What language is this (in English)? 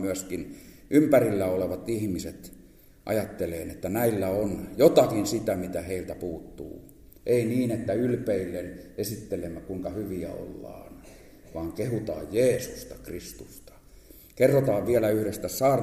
Finnish